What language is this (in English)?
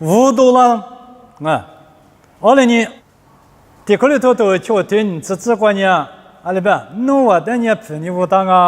Lisu